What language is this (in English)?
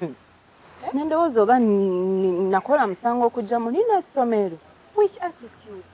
Ganda